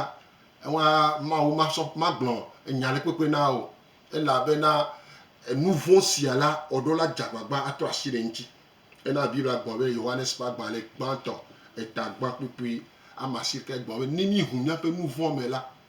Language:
Gen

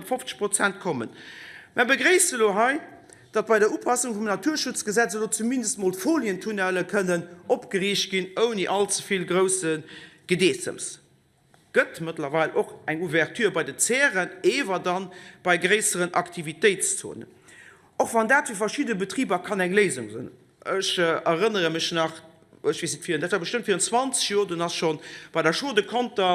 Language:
Luxembourgish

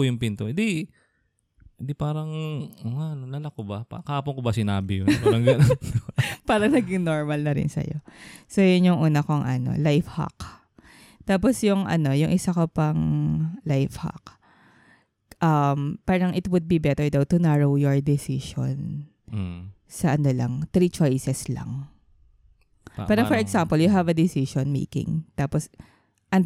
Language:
Filipino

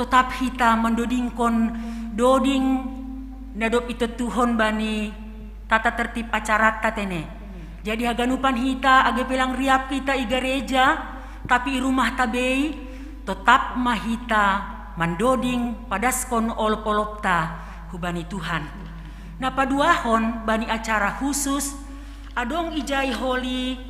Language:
Batak Simalungun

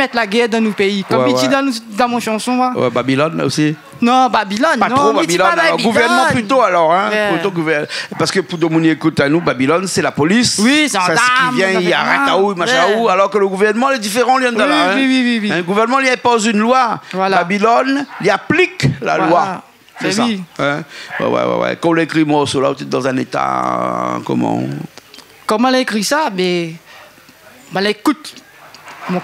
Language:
Réunion Creole French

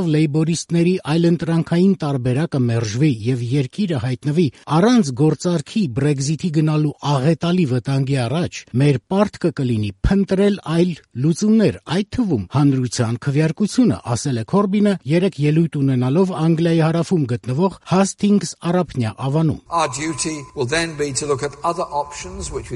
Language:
Armenian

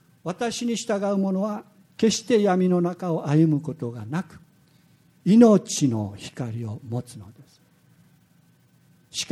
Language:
Japanese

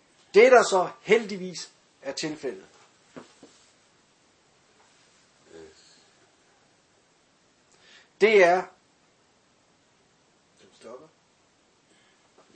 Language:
Danish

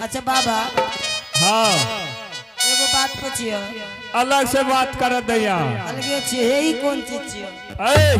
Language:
Angika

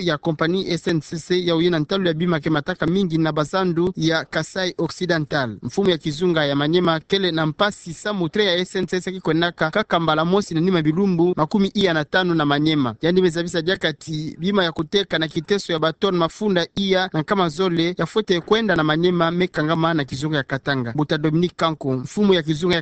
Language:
Kituba (Democratic Republic of Congo)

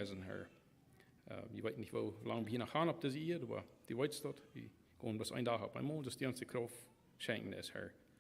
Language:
Plautdietsch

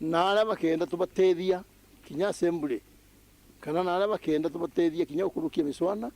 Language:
Meru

